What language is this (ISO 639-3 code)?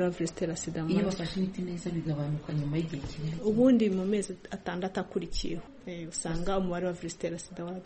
kin